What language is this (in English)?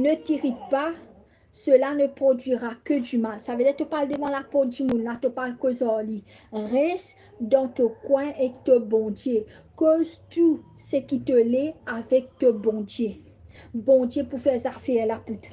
Morisyen